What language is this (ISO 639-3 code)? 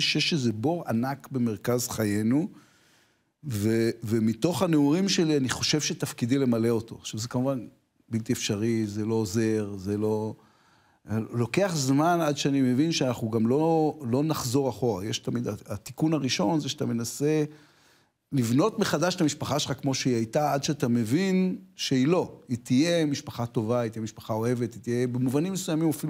heb